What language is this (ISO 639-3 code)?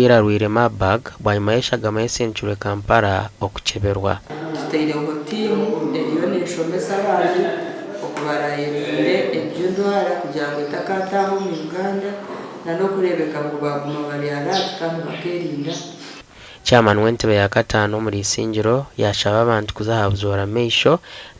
nyn